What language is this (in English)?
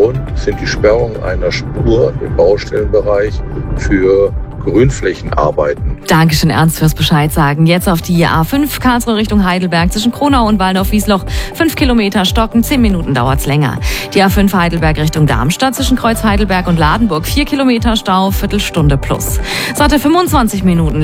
German